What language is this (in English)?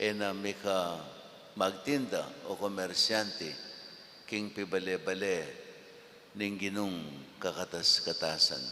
Pampanga